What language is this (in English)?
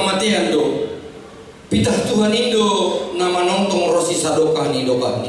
Batak Simalungun